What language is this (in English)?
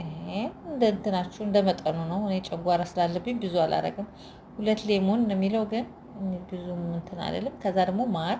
Amharic